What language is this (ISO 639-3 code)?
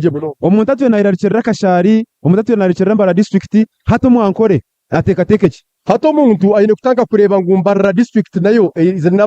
nyn